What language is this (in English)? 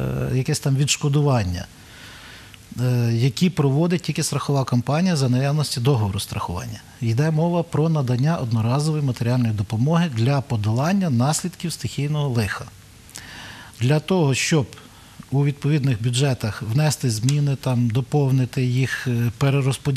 Ukrainian